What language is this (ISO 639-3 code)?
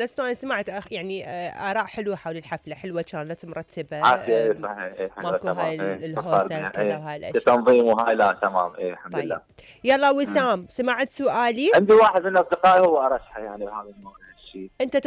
acm